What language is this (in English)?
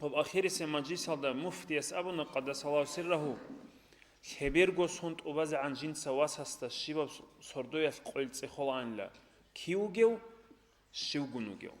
Avaric